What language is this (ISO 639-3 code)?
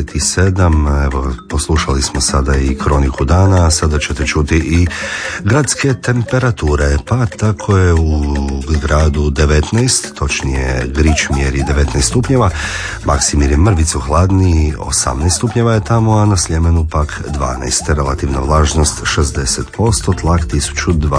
hrv